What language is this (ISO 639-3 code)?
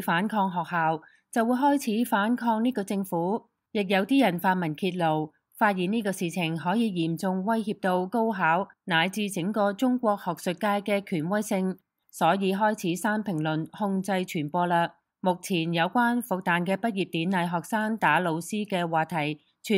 yue